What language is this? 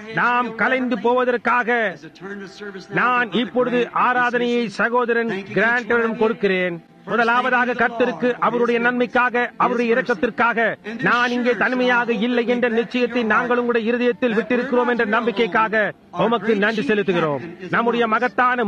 Tamil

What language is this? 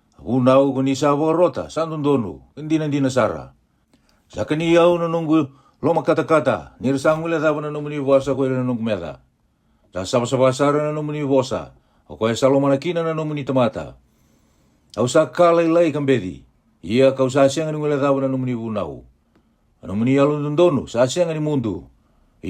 Fijian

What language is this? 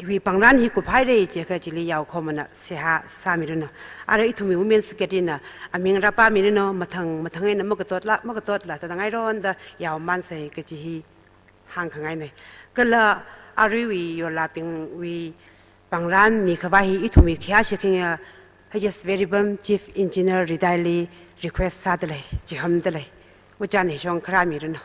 Tangkhul Naga (India)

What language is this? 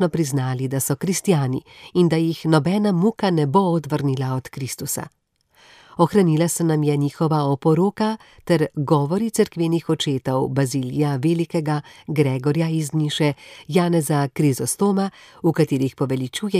Slovenian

